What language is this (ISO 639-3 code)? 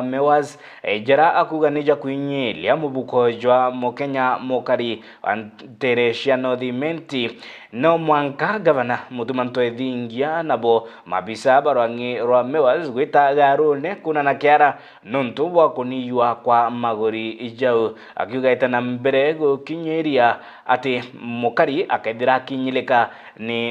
mer